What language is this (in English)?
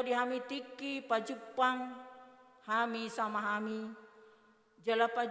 Batak Toba